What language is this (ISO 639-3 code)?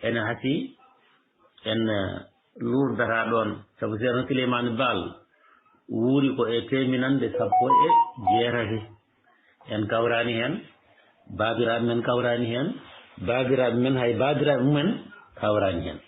ful